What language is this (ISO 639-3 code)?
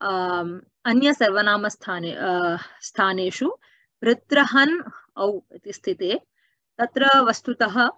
san